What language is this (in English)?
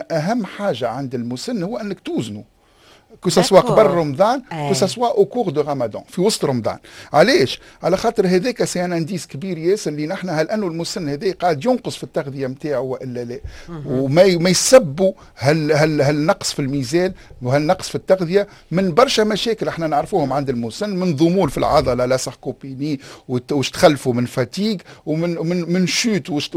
Tunisian Arabic